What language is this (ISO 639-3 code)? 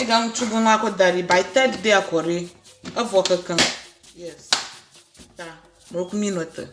ewe